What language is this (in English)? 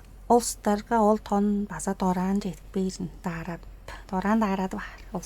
Tuvinian